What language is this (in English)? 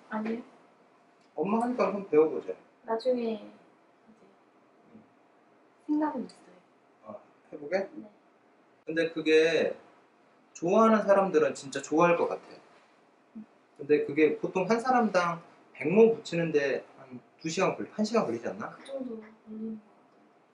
Korean